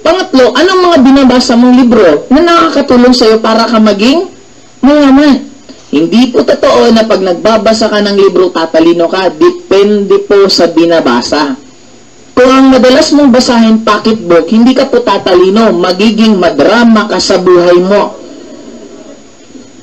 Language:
Filipino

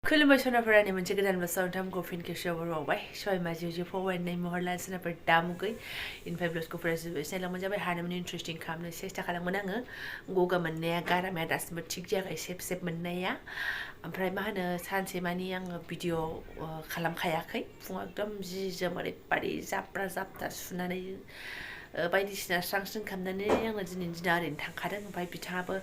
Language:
Bodo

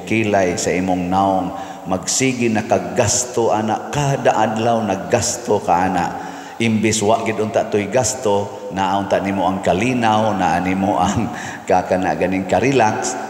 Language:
Cebuano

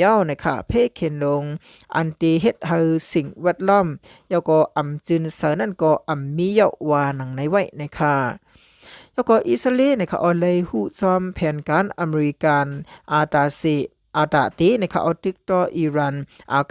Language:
Shan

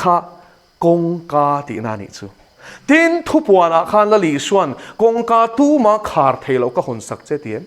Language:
Mizo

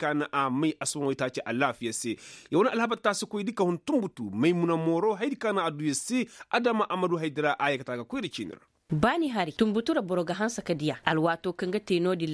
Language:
Koyraboro Senni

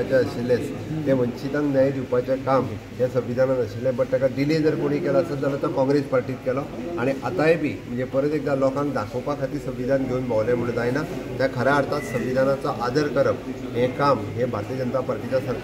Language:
Konkani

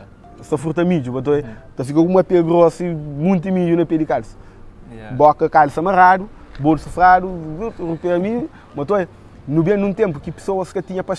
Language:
Kabuverdianu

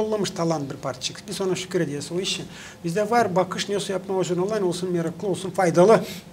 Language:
Gagauz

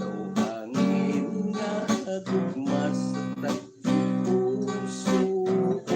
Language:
Hiligaynon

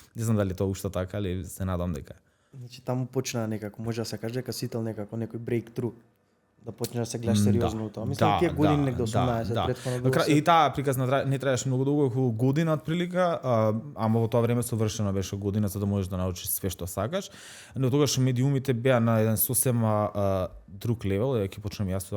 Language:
Macedonian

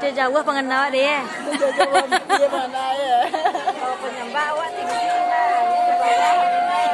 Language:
Minangkabau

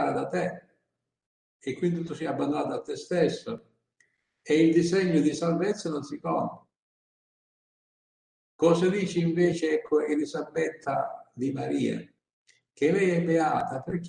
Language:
Italian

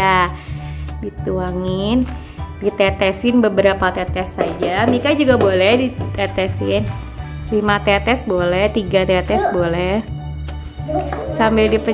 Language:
Indonesian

